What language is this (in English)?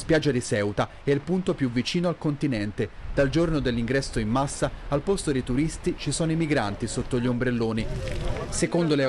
Italian